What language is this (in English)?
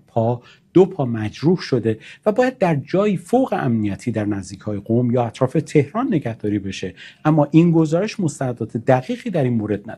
Persian